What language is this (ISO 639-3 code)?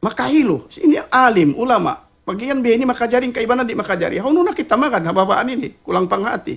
tsg